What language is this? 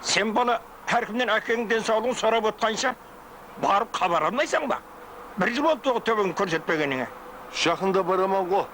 Kara-Kalpak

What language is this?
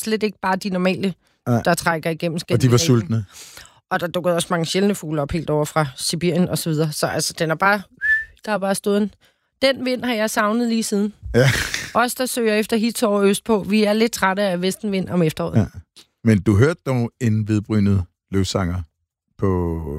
Danish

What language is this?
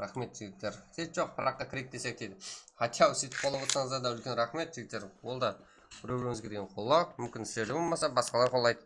Kara-Kalpak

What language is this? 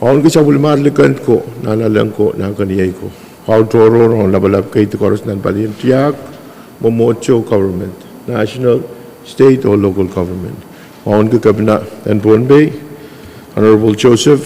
Pohnpeian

